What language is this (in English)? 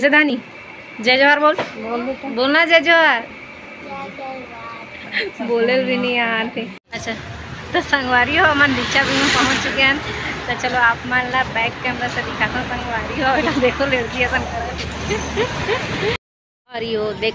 Chhattisgarhi